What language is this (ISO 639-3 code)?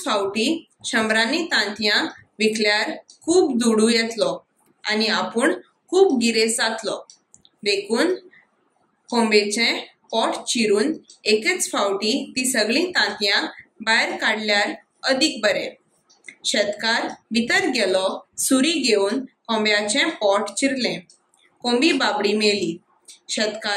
kok